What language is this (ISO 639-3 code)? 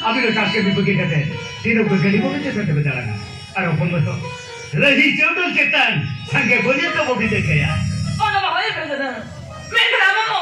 sat